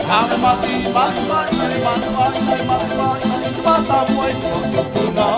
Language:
Tahitian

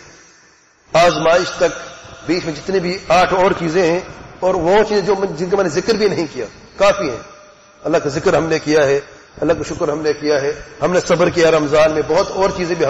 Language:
Urdu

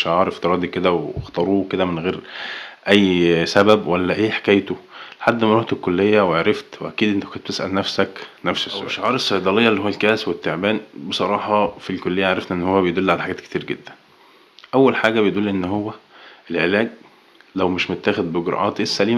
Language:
Egyptian Arabic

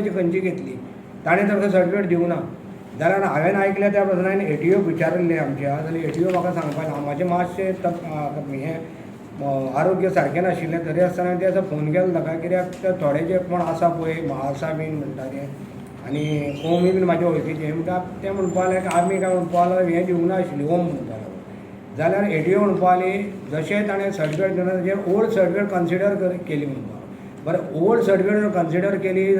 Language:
Konkani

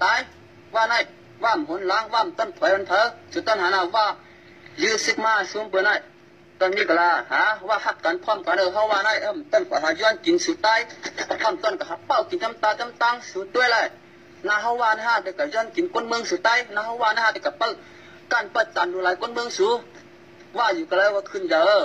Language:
Shan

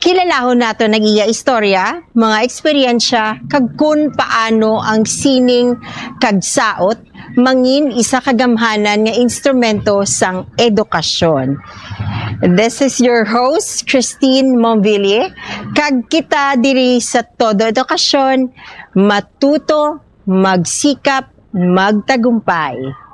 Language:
Hiligaynon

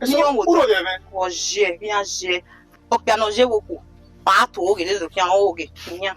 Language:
Bini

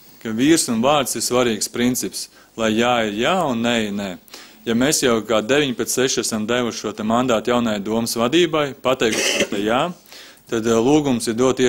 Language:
Latvian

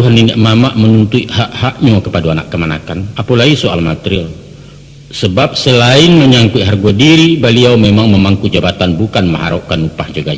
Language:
Minangkabau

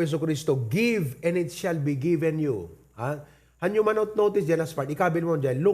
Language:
Iloko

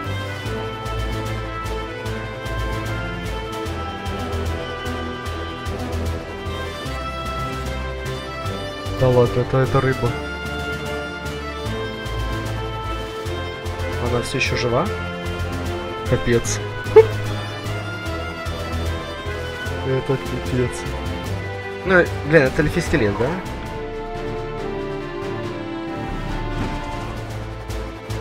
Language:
Russian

